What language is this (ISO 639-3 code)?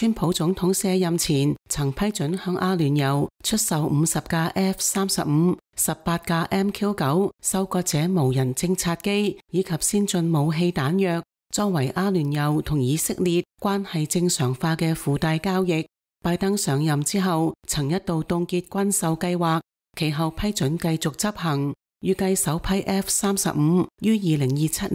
yue